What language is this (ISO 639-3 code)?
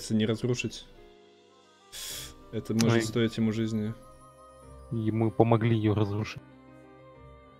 rus